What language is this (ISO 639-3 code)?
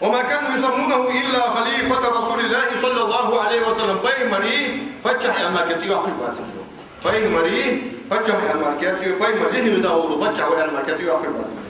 inh